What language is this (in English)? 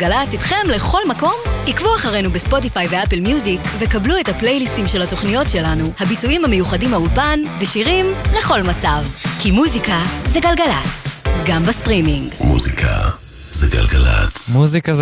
Hebrew